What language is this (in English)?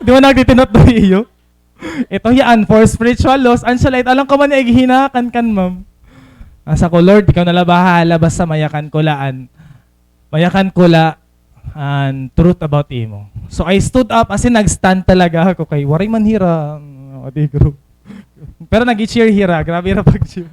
Waray